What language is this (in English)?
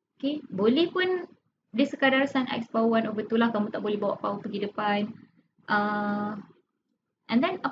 Malay